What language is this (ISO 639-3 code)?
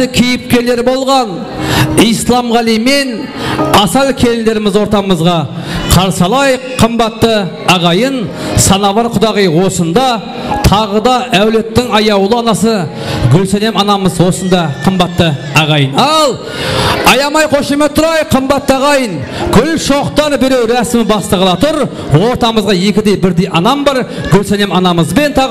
kaa